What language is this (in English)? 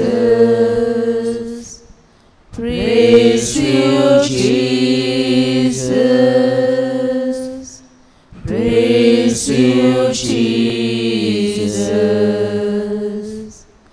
Konkani